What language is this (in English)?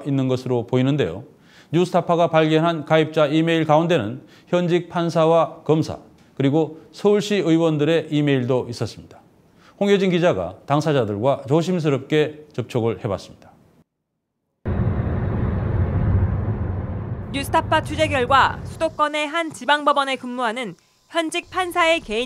Korean